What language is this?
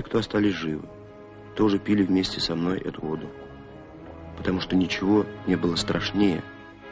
Russian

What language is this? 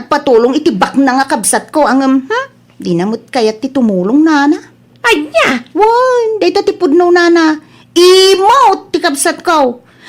Iloko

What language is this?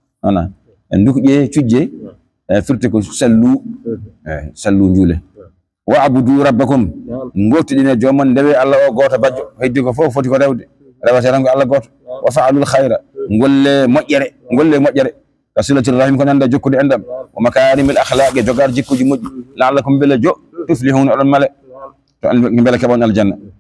Fula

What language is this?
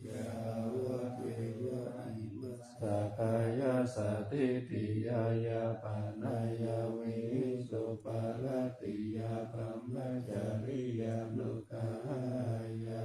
Pali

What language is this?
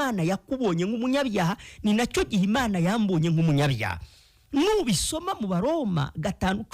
Kinyarwanda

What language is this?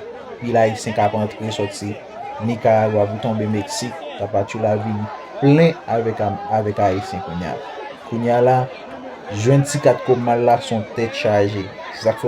Haitian Creole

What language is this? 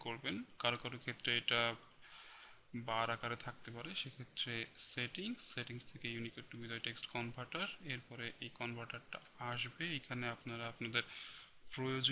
Bangla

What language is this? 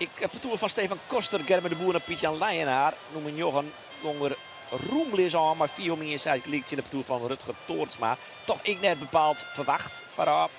Western Frisian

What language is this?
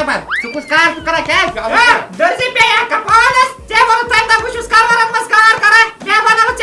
Kashmiri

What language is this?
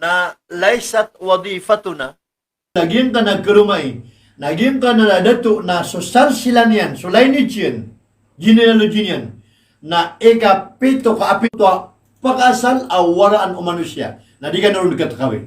Maranao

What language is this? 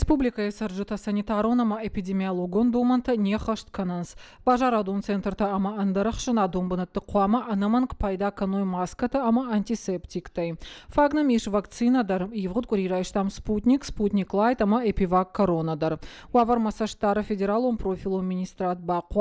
Ossetic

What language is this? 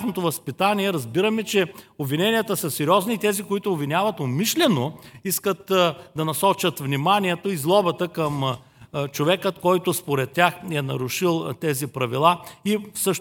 Bulgarian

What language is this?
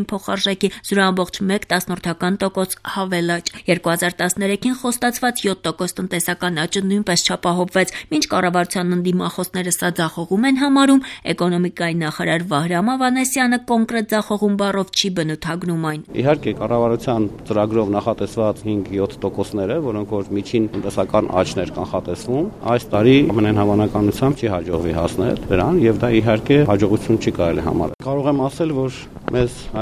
Armenian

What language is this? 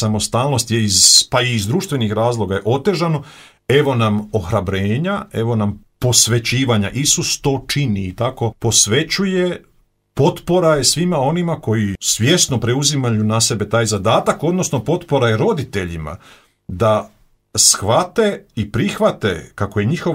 Croatian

